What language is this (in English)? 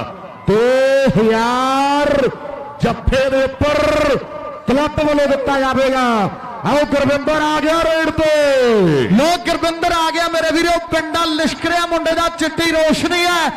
Punjabi